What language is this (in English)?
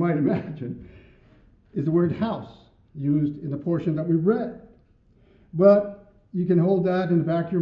English